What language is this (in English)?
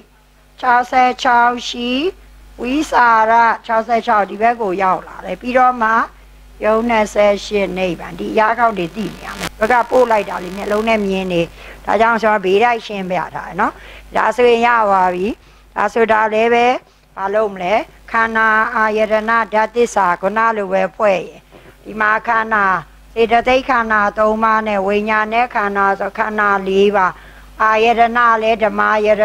Burmese